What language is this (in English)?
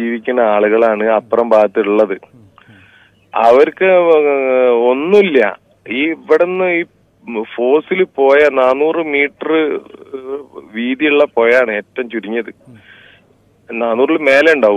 Malayalam